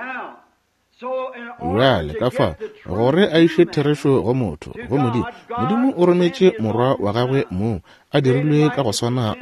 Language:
Northern Sotho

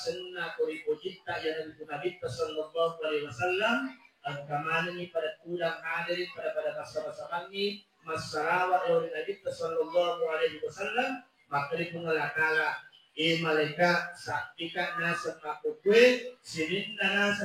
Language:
Buginese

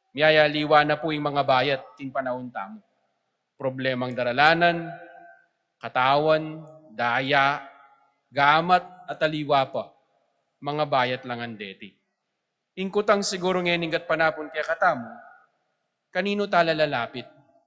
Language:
Pampanga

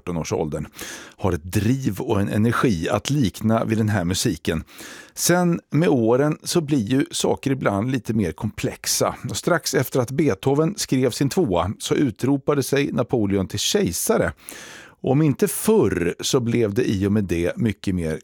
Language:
Swedish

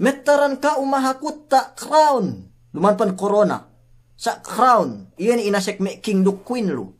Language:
Yakan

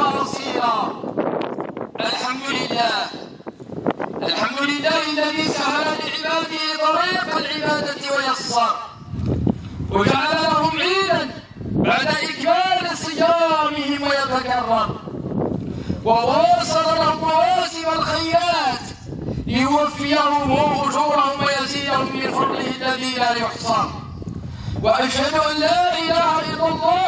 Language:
Arabic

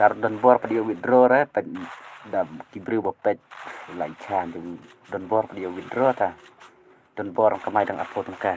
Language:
Khasi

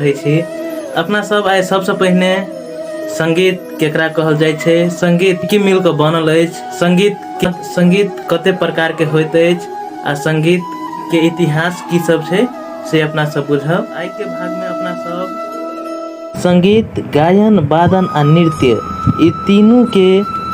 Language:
Maithili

